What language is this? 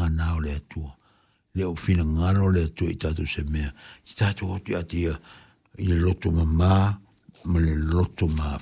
Samoan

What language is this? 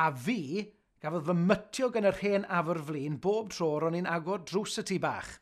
Welsh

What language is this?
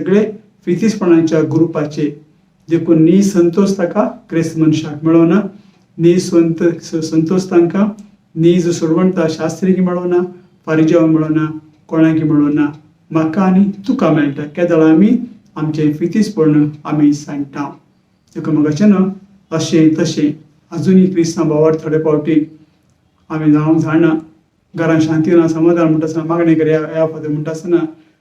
Konkani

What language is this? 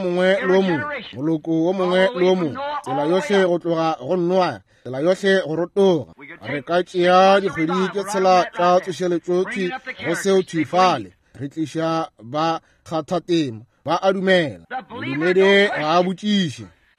Northern Sotho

